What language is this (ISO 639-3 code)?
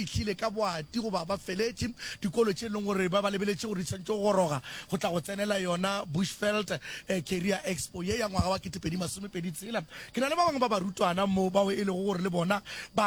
nso